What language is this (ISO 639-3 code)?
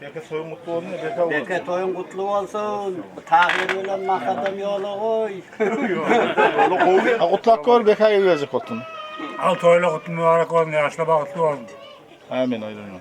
tuk